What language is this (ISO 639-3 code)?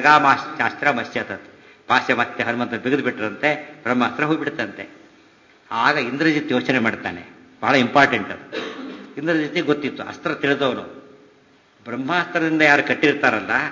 kan